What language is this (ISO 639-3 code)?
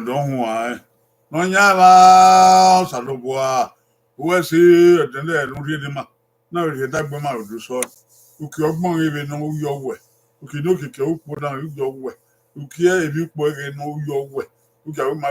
bin